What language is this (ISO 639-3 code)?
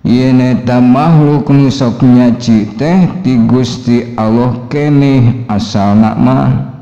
sun